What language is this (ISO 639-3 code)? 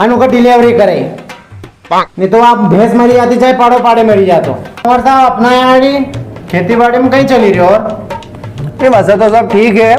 raj